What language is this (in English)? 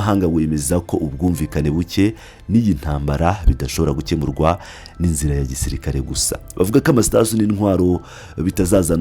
Kinyarwanda